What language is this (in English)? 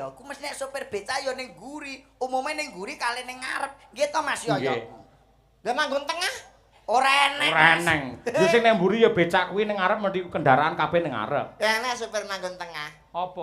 Javanese